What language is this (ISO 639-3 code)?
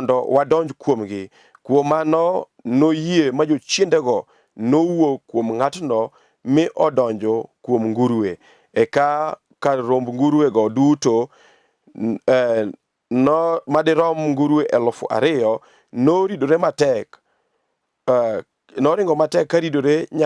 luo